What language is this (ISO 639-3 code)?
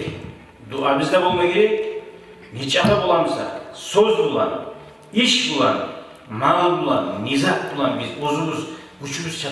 kum